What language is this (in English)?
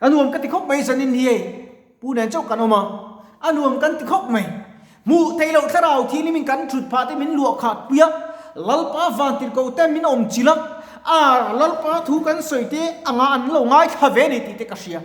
Mizo